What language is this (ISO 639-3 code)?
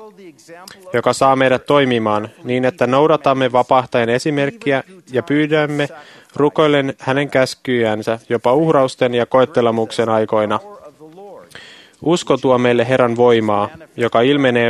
fin